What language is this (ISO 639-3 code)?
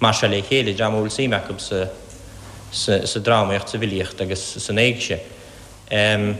gle